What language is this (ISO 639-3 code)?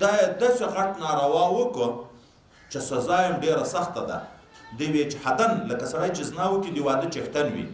pus